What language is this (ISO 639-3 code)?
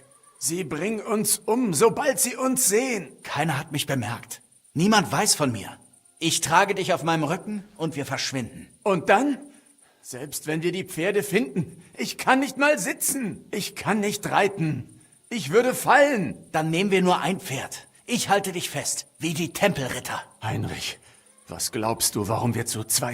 bar